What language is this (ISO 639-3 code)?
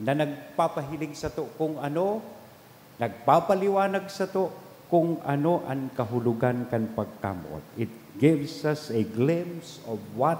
bik